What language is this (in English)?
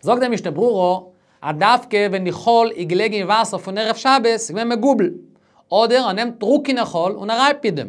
Yiddish